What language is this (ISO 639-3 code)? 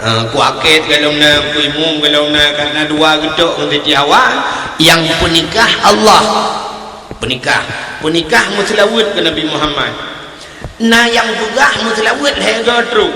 ace